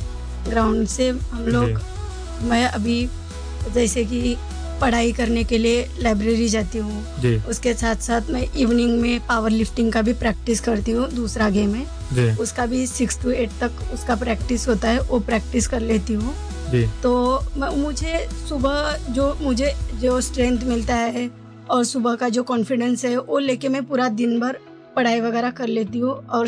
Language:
Hindi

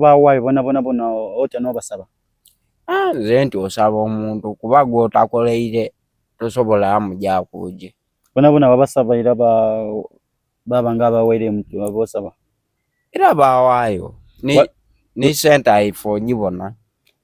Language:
Soga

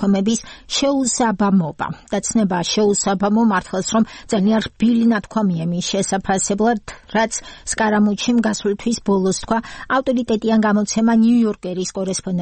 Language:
Georgian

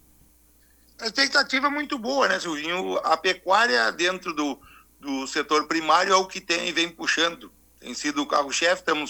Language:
Portuguese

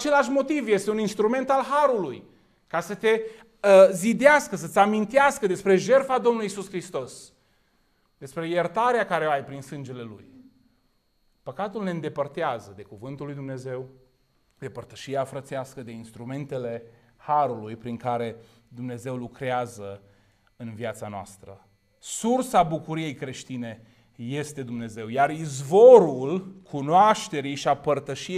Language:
Romanian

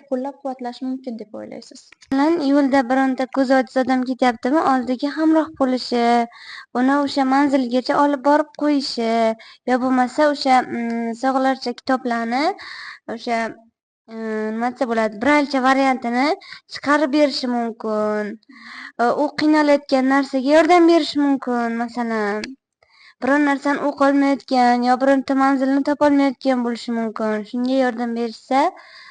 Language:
Uzbek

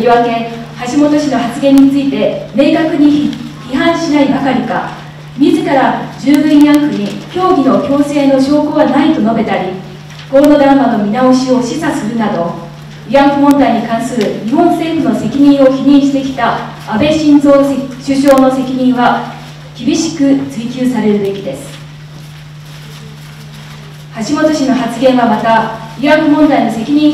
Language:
Japanese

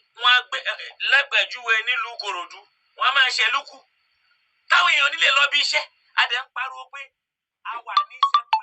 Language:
Yoruba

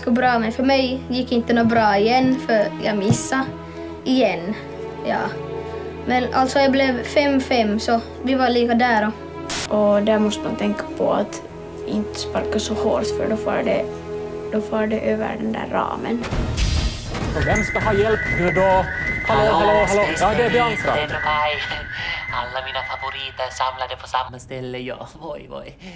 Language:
Swedish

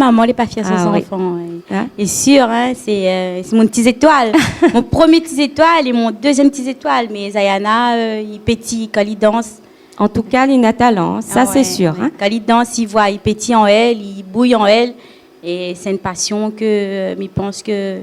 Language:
Réunion Creole French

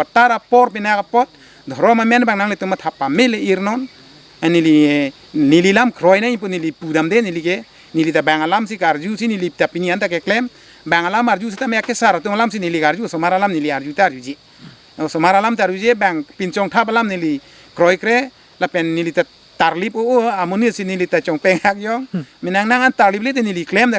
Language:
Karbi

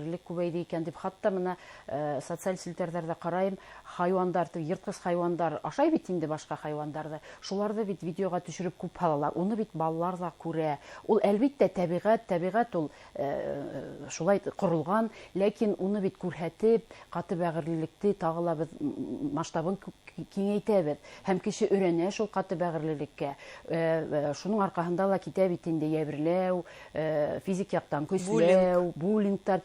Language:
Bashkir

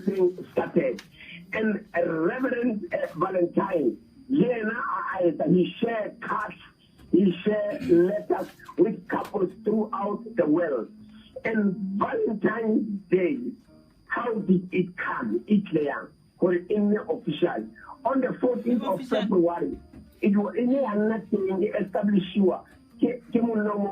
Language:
Northern Sotho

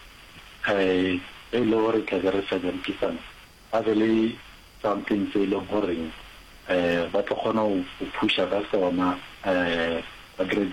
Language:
Northern Sotho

